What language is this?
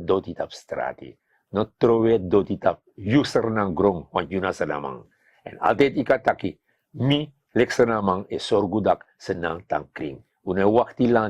Sranan Tongo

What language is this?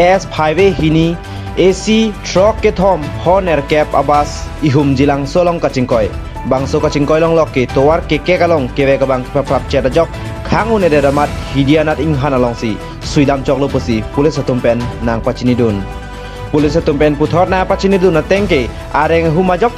Karbi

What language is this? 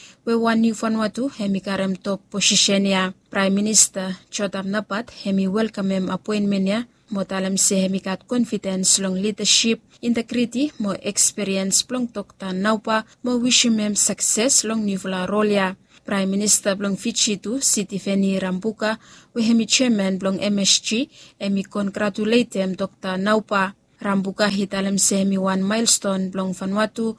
Bislama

